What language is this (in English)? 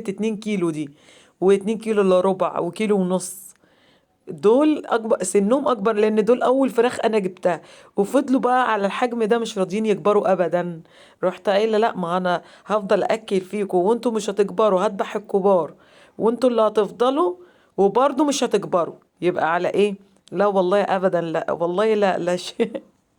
Egyptian Arabic